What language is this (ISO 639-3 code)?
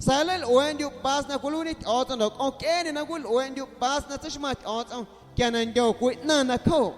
amu